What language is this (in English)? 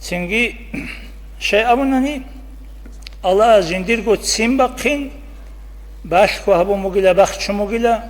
Avaric